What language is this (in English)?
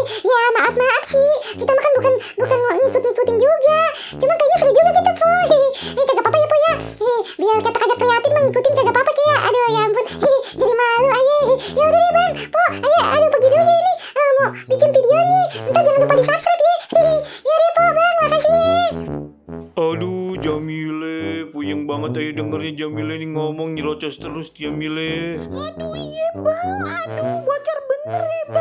Betawi